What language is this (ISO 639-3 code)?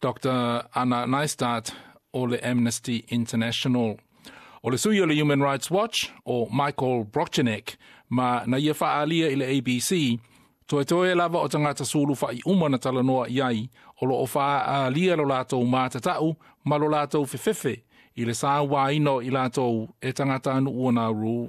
smo